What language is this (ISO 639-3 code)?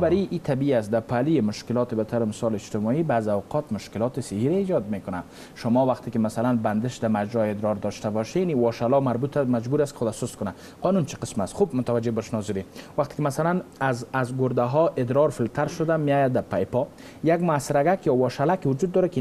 fas